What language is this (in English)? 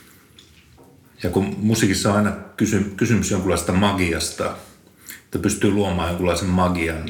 Finnish